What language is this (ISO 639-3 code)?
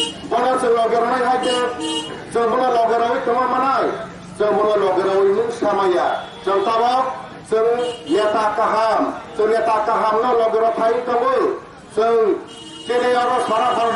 trp